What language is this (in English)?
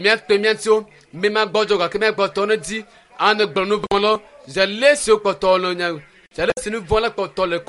Ewe